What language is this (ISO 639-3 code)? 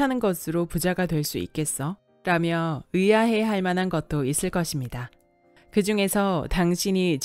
kor